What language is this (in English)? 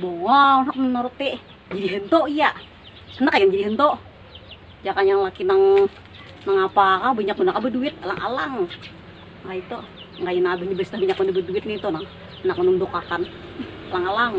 Banjar